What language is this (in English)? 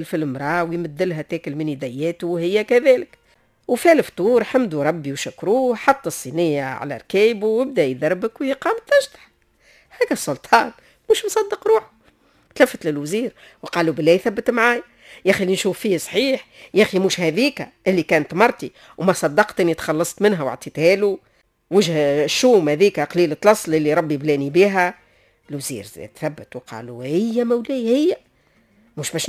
Tunisian Arabic